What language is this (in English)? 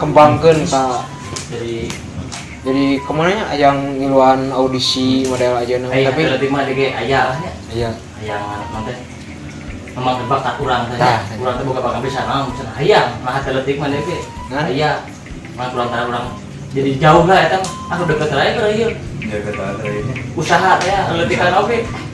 Sundanese